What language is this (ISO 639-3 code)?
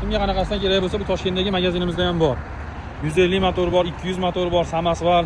uzb